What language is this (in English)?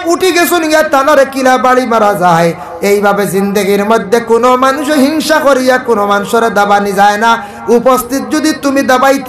Sylheti